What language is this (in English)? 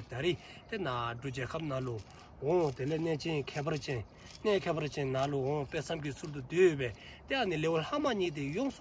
Dzongkha